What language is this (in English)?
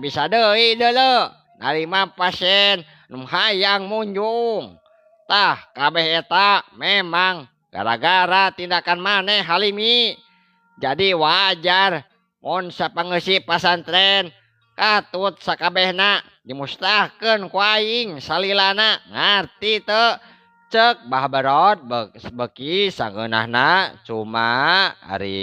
Sundanese